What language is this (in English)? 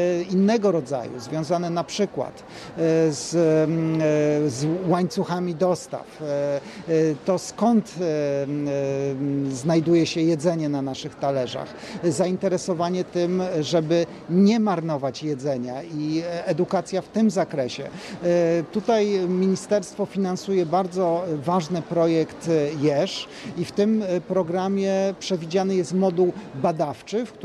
Polish